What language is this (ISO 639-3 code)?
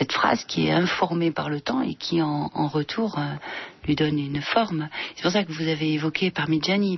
fra